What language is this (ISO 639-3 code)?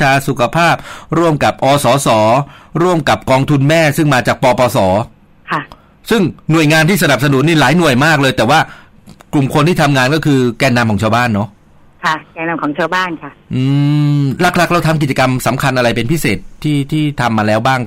tha